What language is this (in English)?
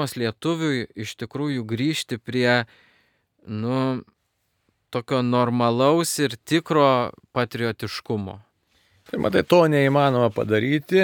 Lithuanian